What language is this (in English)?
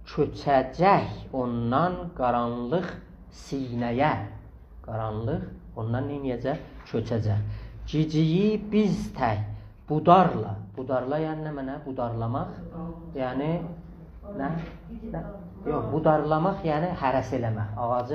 South Azerbaijani